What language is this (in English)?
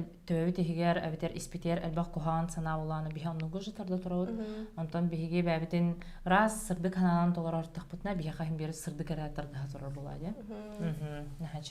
Yakut